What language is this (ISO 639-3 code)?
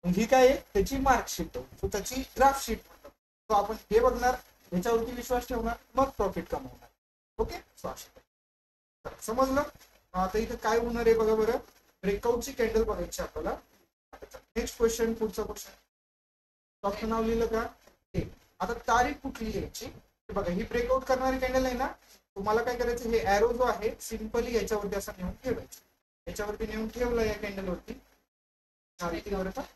mar